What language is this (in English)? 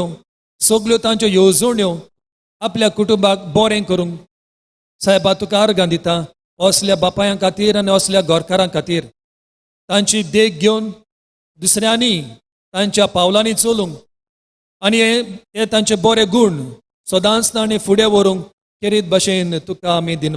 Konkani